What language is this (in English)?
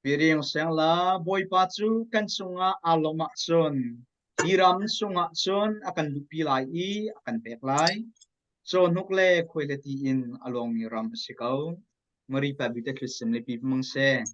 Hakha Chin